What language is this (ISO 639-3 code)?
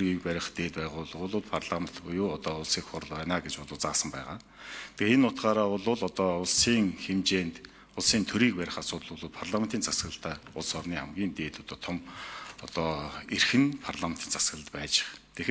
mon